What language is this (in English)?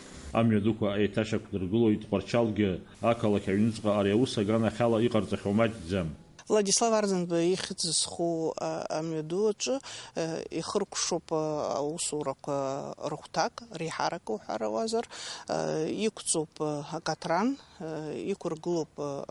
Abkhazian